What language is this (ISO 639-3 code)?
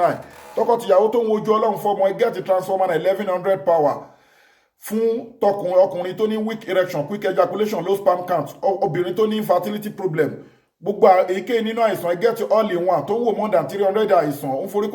yor